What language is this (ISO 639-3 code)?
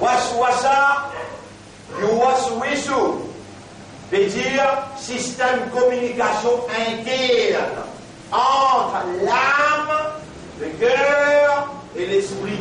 mfe